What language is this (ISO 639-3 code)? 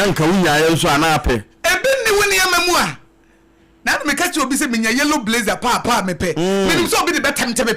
aka